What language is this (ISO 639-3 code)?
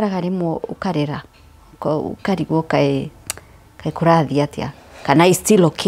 kik